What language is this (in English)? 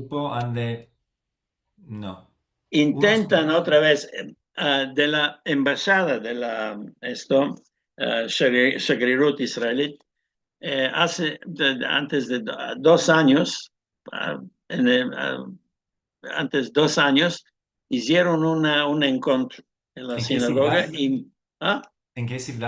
Ladino